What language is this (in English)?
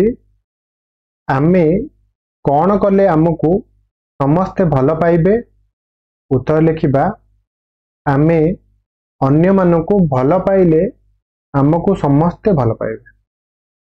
Odia